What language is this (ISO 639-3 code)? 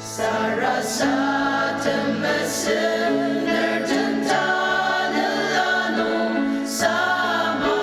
njo